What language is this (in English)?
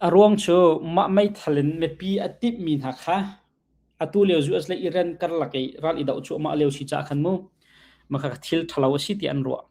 Hakha Chin